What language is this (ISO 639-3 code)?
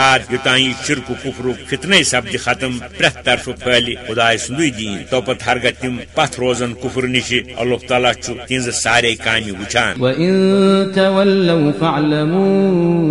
kas